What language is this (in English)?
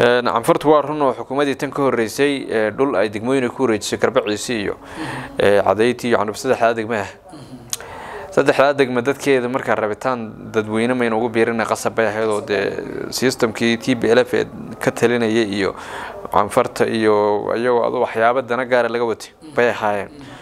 Somali